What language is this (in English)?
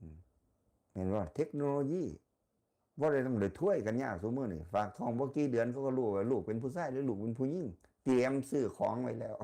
Northeastern Thai